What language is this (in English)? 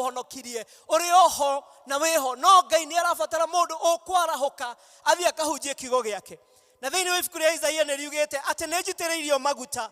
Kikuyu